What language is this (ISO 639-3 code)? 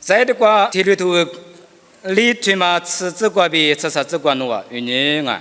lis